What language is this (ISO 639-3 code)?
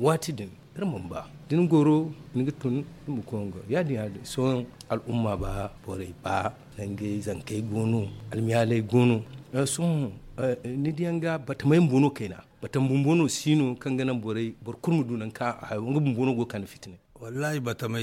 dje